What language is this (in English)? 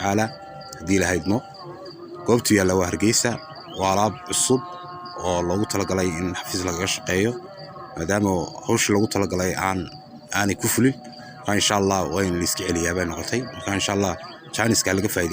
Somali